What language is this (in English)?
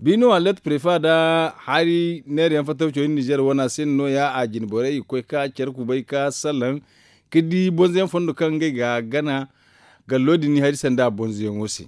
Zarma